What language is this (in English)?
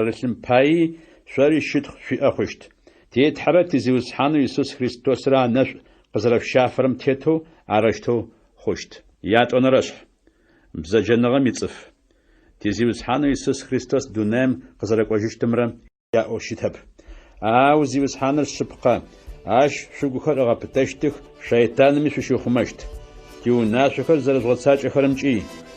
Adyghe